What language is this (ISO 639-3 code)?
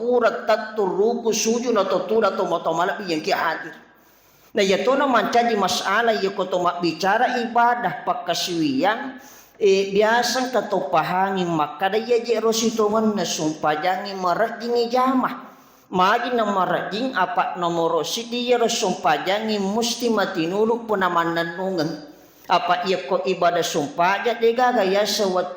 bug